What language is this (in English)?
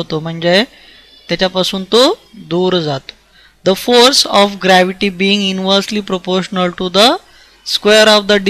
Marathi